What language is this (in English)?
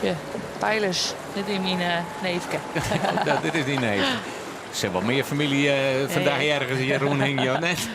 Western Frisian